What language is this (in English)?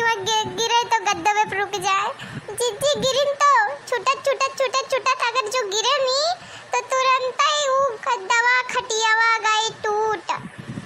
Awadhi